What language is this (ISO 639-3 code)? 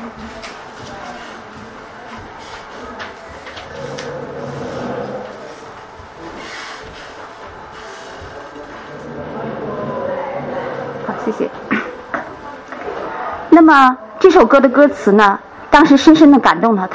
zho